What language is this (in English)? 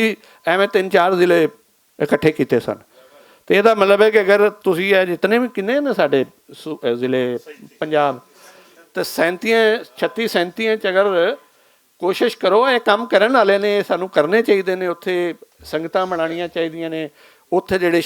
Western Panjabi